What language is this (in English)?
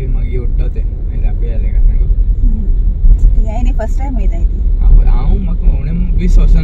Konkani